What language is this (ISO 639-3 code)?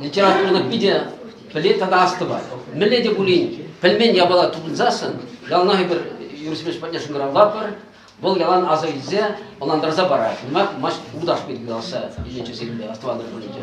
chv